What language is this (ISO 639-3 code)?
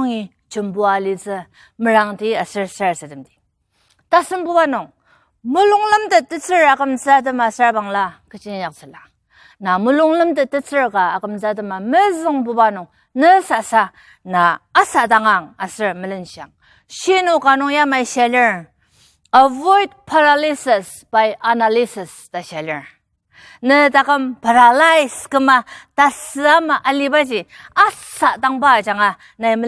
njo